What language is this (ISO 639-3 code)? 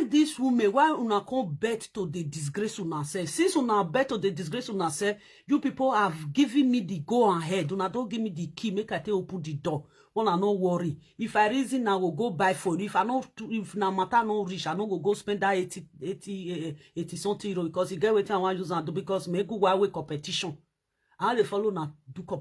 pcm